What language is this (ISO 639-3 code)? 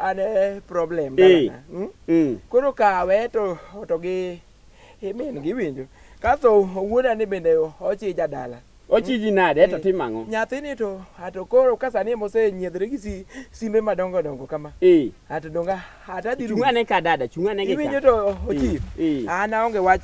luo